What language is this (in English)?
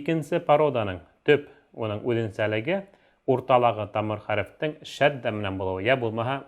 Bashkir